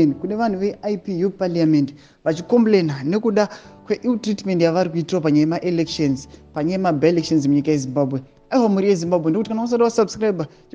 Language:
Shona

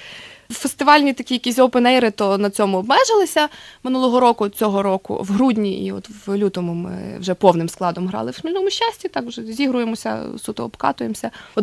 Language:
Ukrainian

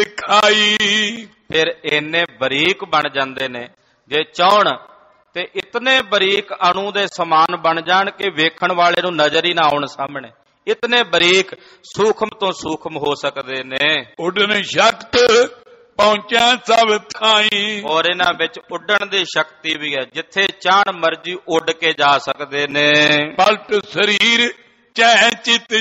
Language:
Punjabi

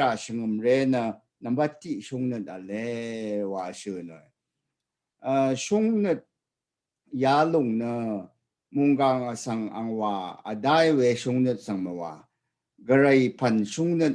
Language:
Rawang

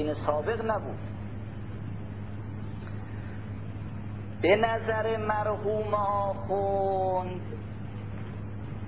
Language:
Persian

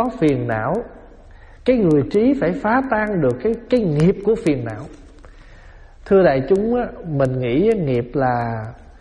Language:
Vietnamese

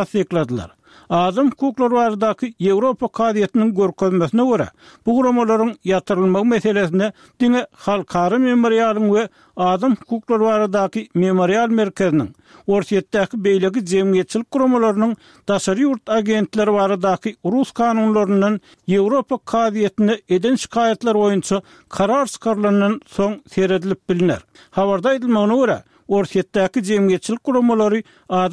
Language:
Turkmen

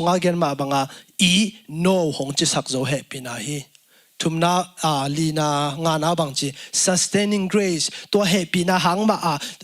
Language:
Tedim Chin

